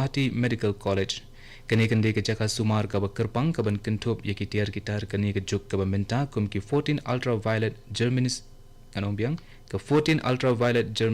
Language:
Khasi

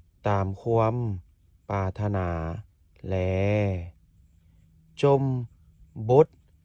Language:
Lao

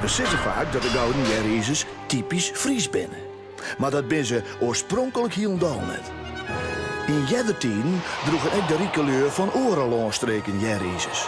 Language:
Western Frisian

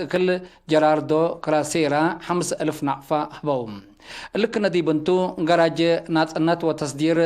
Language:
Tigre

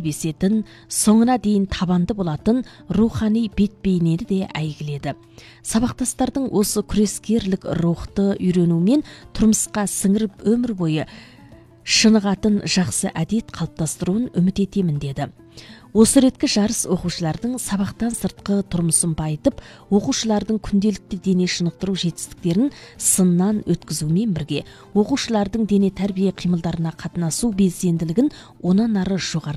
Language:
Kazakh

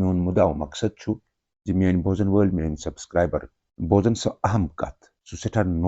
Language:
Kashmiri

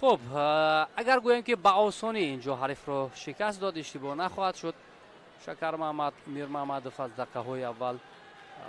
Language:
Tajik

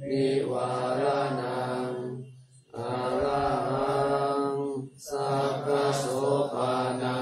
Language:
Pali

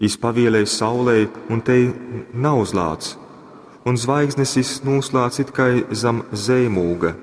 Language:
Latgalian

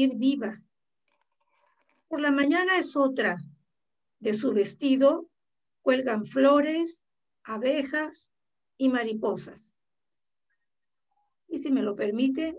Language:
Spanish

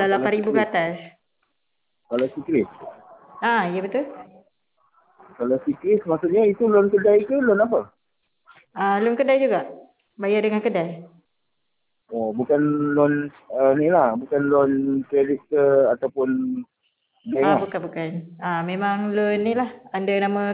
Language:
Malay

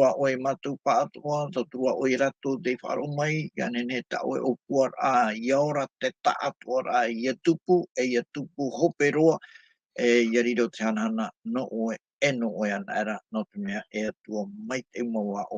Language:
Tahitian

